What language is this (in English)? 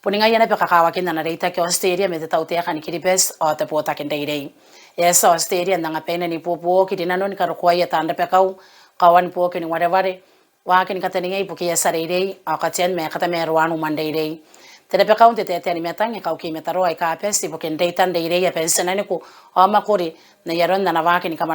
Gilbertese